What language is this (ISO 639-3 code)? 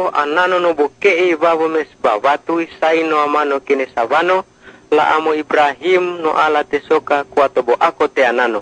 luo